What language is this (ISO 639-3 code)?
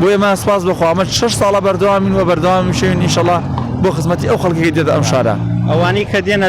ckb